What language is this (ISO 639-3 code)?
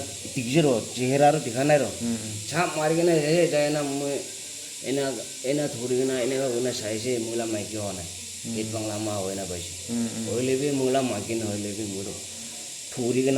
nag